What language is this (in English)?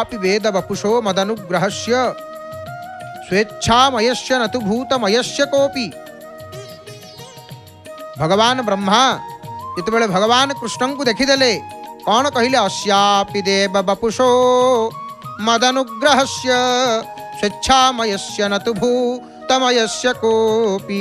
Odia